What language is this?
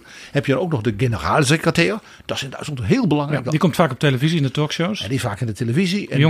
Dutch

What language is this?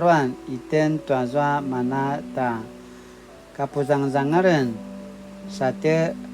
Paiwan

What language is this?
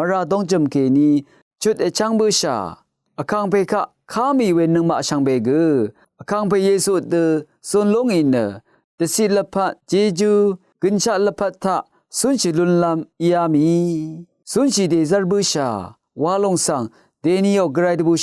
Rawang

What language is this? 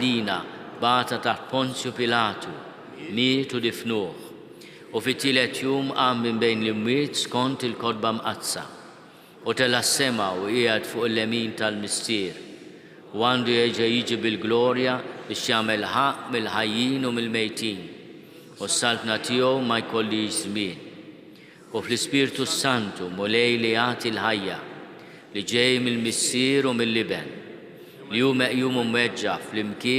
Maltese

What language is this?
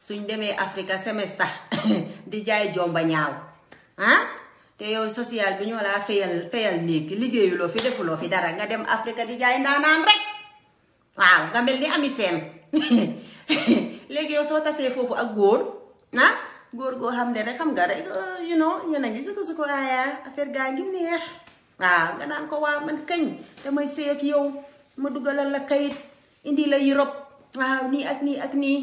Wolof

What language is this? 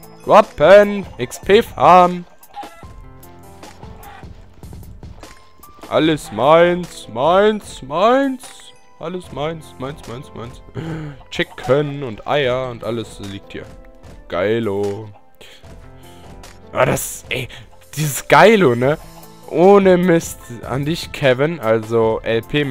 German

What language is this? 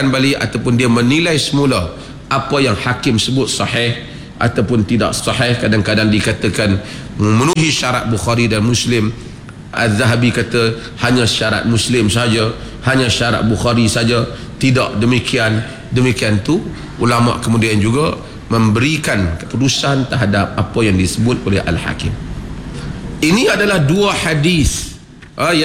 Malay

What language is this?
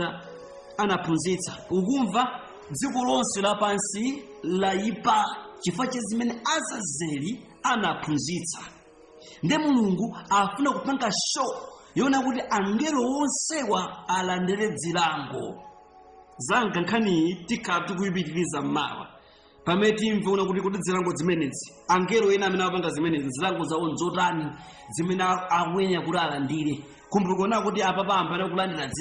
Nyanja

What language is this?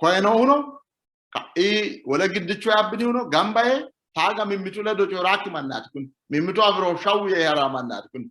Sidamo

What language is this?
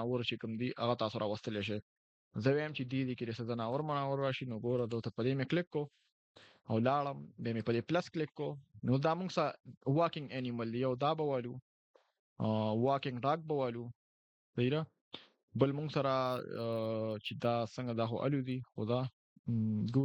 Pashto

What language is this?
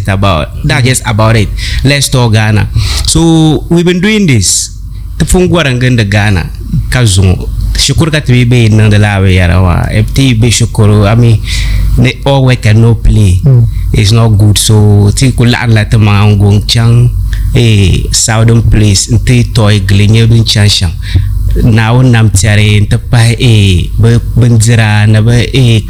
Dagbani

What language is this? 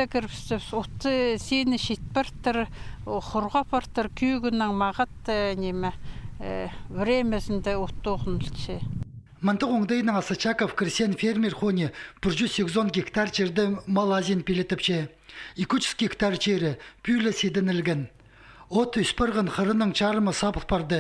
Khakas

